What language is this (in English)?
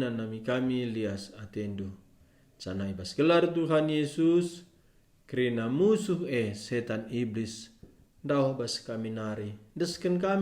Batak Karo